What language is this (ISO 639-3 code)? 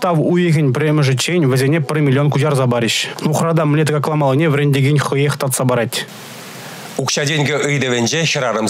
chv